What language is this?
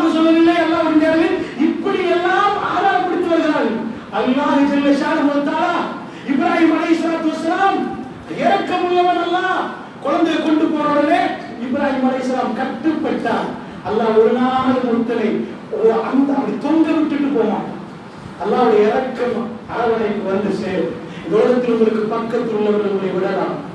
Tamil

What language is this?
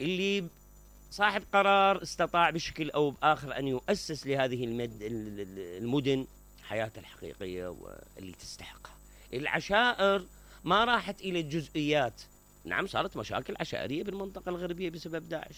Mesopotamian Arabic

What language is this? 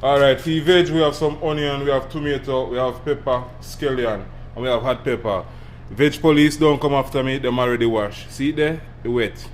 Jamaican Creole English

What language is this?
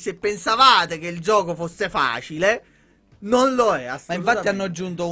Italian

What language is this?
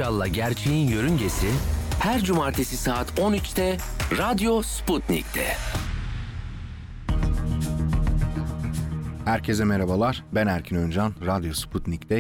Turkish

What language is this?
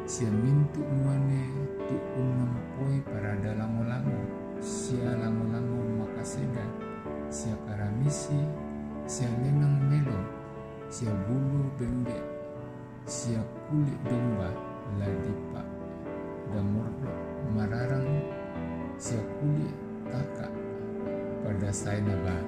Toraja-Sa'dan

